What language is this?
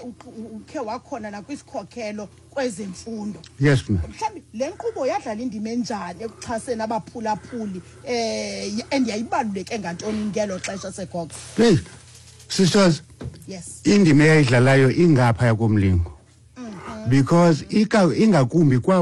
Xhosa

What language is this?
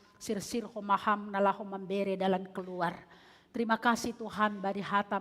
Batak Simalungun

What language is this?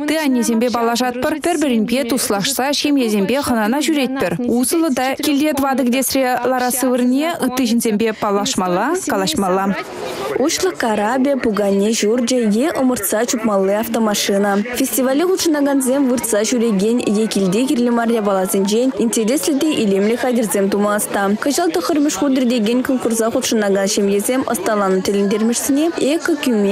Chuvash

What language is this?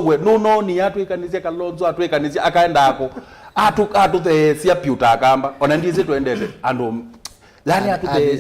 Kamba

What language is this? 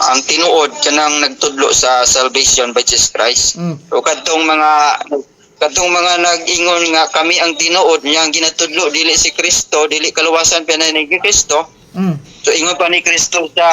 Cebuano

